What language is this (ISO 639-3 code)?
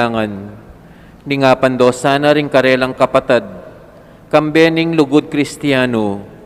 pam